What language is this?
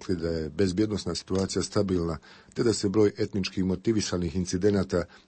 Bosnian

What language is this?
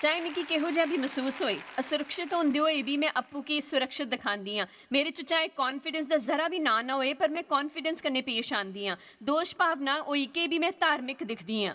Dogri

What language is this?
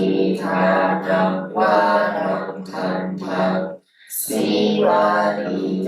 Pali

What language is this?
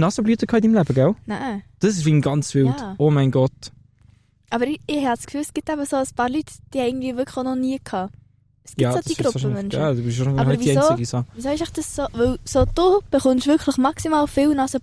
Swiss German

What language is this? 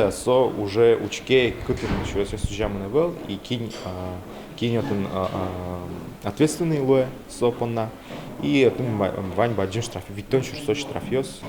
Udmurt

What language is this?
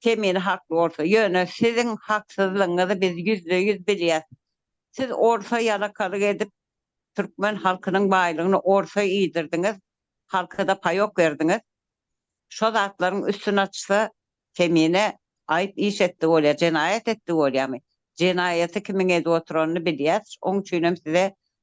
Turkmen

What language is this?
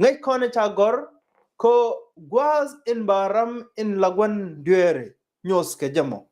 Nuer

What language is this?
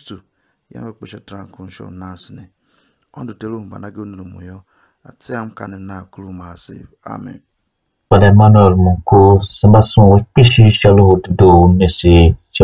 Tiv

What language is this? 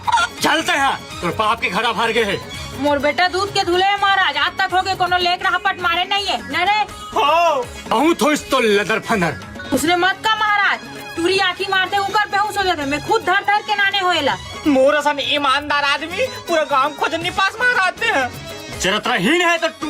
Chhattisgarhi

